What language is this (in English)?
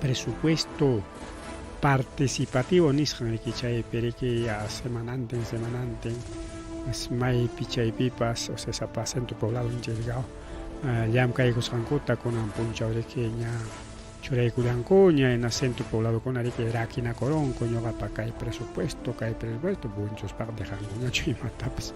Ayacucho Quechua